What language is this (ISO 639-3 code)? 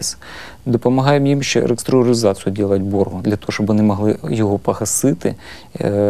ukr